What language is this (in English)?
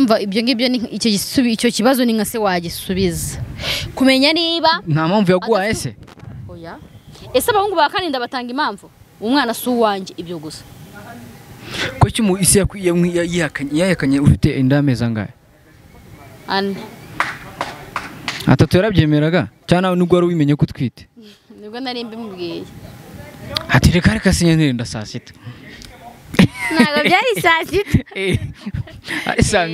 Kinyarwanda